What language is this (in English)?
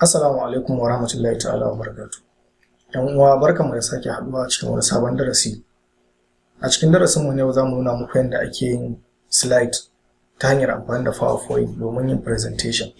Hausa